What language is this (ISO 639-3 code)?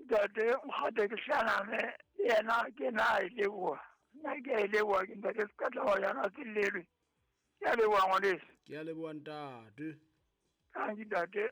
sot